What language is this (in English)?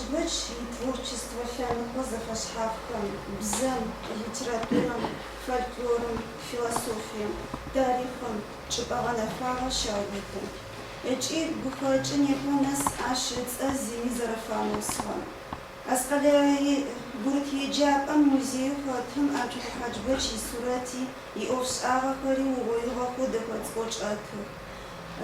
Adyghe